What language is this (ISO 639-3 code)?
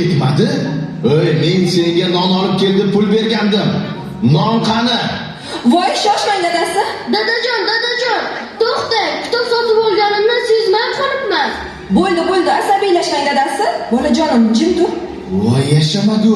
uzb